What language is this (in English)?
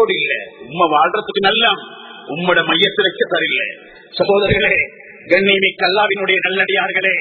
Tamil